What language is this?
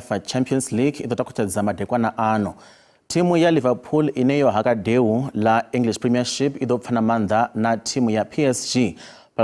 Venda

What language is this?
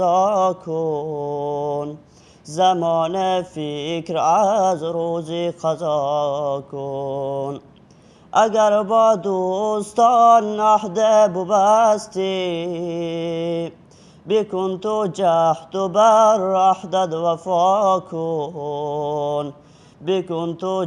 Persian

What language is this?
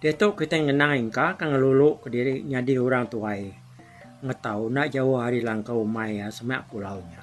Iban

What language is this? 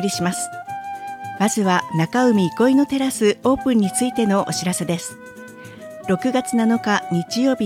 Japanese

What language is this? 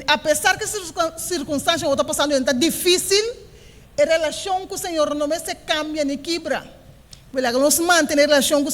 Papiamento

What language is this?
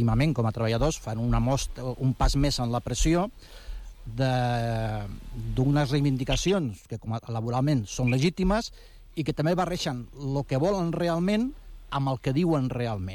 Catalan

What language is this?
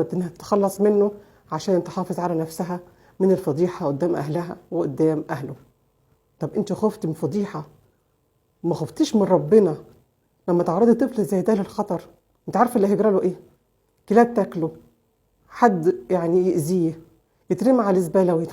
Egyptian Arabic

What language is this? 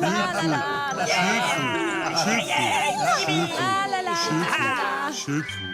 Romansh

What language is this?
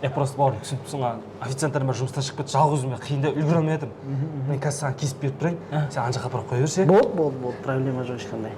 Kazakh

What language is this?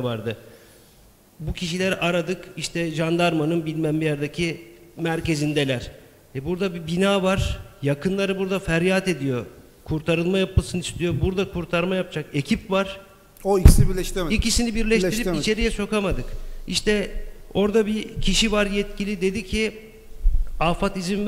Turkish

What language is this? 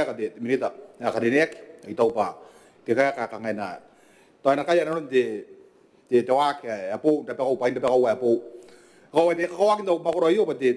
Gilbertese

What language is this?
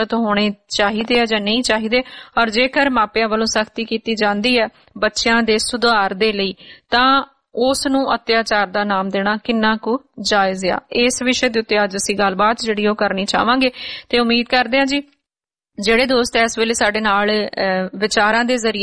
Punjabi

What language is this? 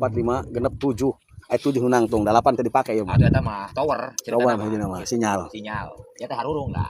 Sundanese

